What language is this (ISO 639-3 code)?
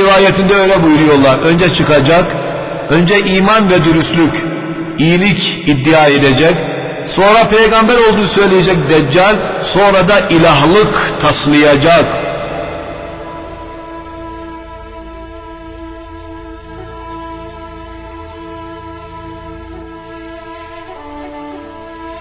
tur